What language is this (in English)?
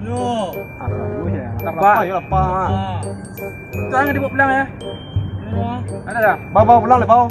Minangkabau